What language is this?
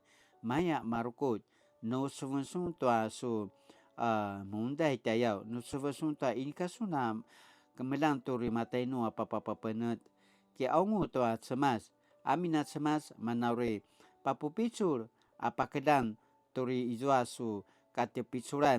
Paiwan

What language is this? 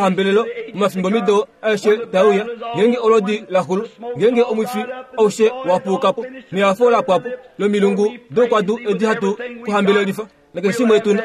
Kuanyama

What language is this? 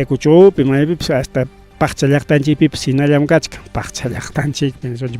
Ayacucho Quechua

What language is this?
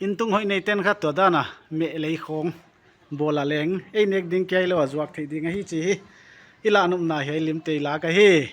Paite Chin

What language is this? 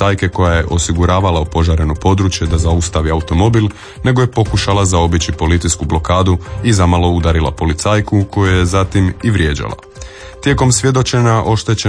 Croatian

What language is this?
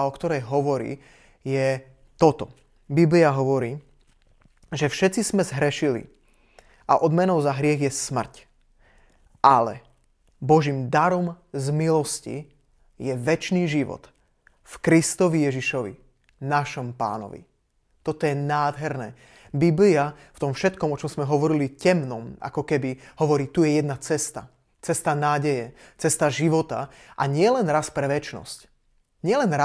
Slovak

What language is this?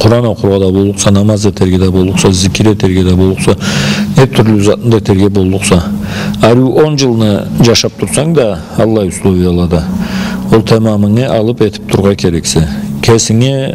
Karachay-Balkar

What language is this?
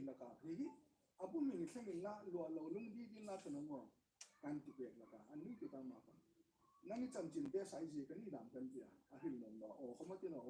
Hmar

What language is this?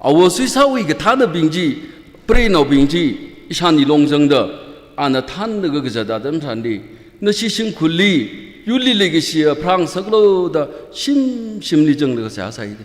Tangkhul Naga (India)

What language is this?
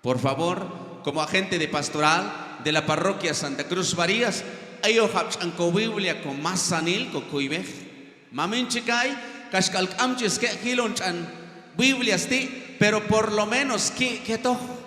Q'anjob'al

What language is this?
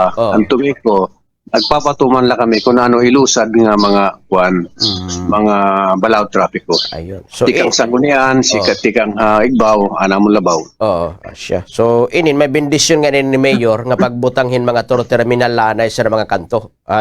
Waray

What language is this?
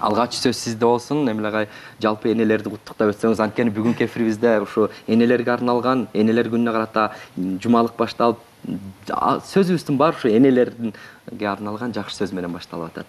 Kyrgyz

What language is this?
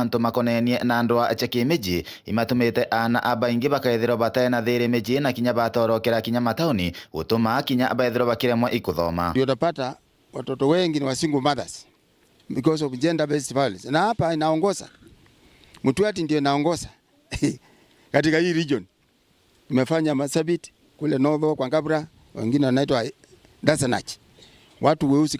Meru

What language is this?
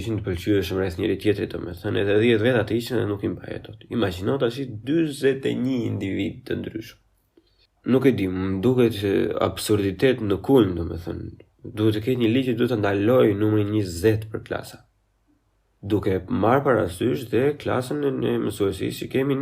Albanian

